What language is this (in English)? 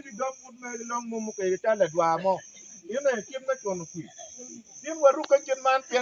Acoli